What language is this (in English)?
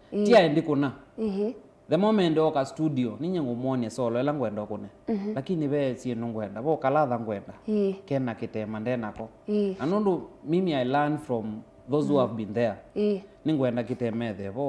Kamba